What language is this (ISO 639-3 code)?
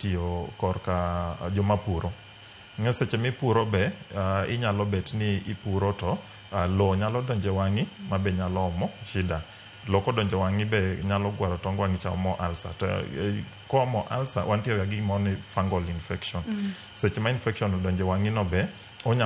luo